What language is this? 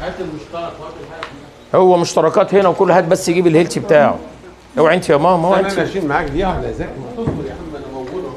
Egyptian Arabic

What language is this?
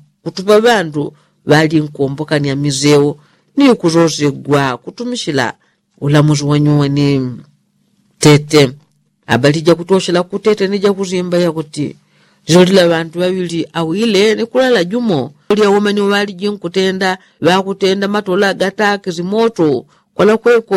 Yao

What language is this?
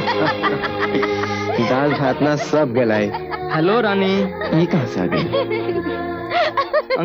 Bhojpuri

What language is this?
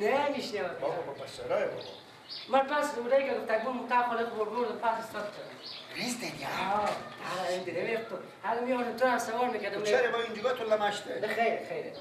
Persian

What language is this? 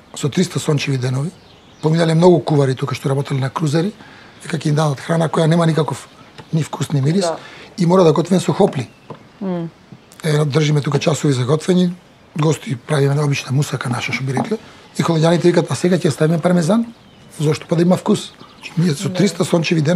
Macedonian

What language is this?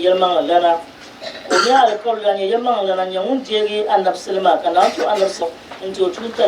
Dagbani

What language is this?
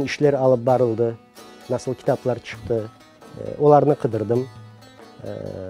Crimean Tatar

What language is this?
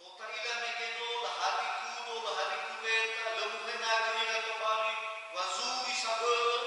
Nias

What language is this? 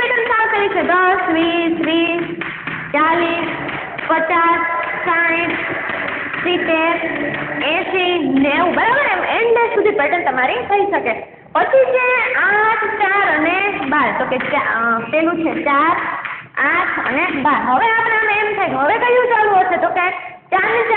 Gujarati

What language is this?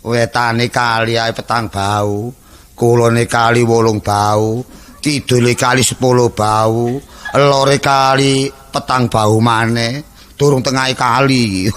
Javanese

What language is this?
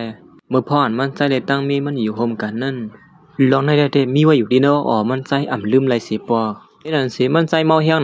Shan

